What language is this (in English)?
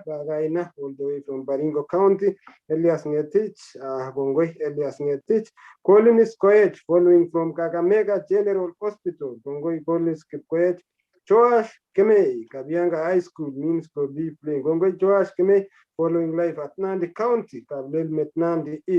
Kalenjin